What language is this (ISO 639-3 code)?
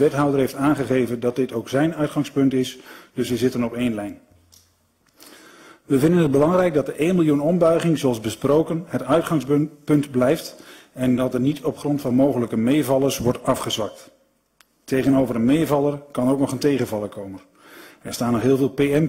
nld